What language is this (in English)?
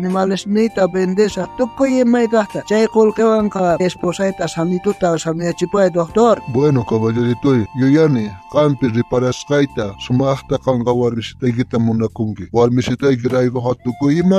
South Bolivian Quechua